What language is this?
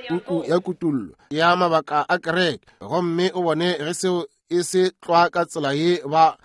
Northern Sotho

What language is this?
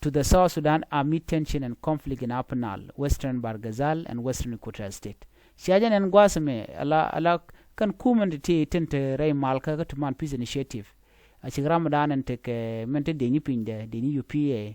Nuer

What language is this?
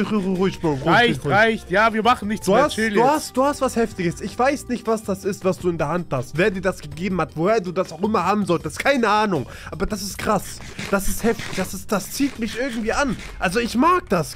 German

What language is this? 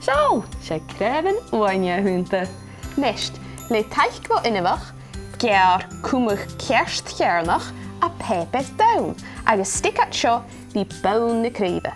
Scottish Gaelic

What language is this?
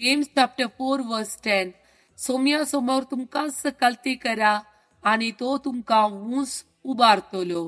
Konkani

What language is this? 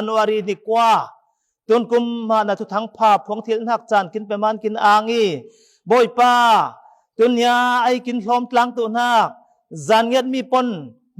Falam Chin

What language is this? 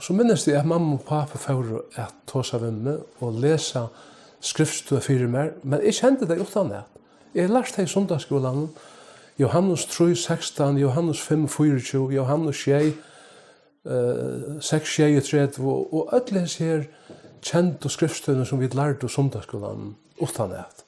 Faroese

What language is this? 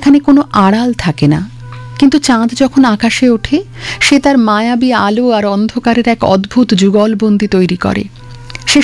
Bangla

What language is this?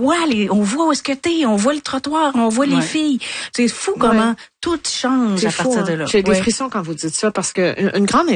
French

